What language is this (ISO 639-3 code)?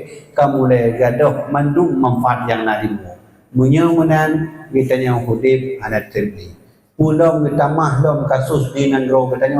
ace